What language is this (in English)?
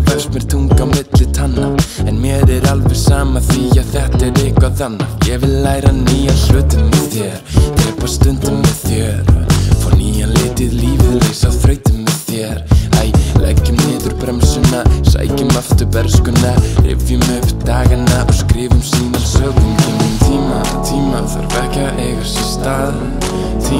Icelandic